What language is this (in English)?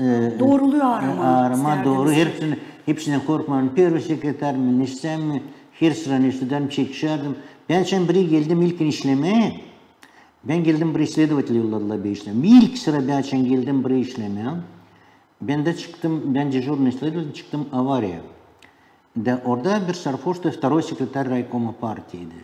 Gagauz